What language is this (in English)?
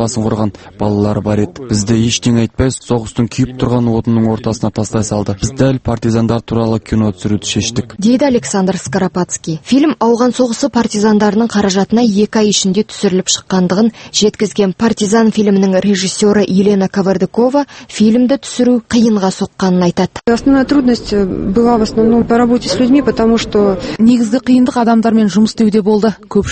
Kazakh